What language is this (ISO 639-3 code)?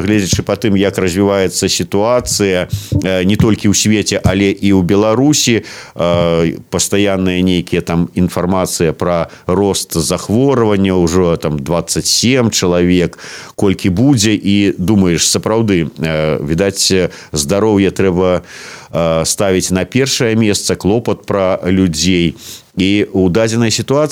bel